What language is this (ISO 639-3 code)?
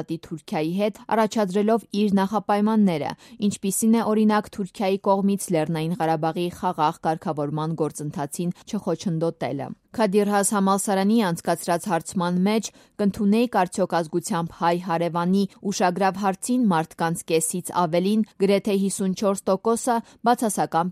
hye